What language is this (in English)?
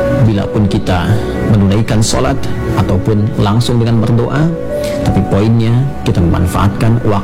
Indonesian